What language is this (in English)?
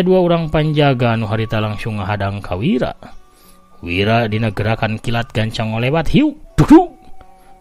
Sundanese